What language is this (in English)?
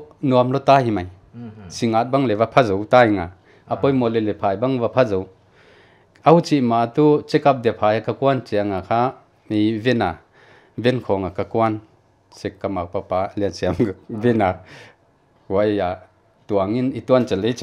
Paite Chin